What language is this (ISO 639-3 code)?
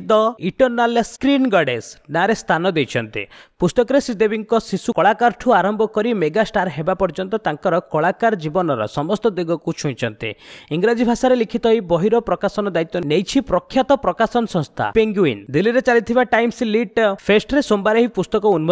ori